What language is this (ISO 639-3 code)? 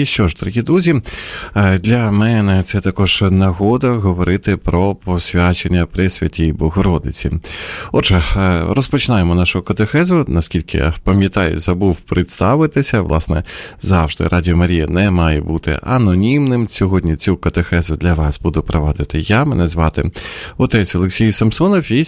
ukr